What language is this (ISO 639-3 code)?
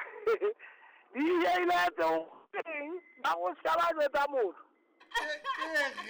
sot